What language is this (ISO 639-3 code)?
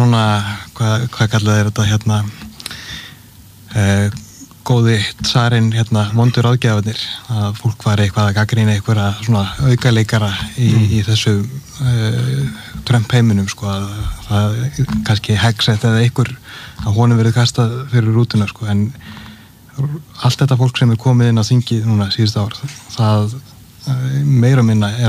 isl